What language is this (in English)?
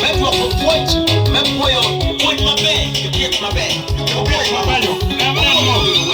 Acoli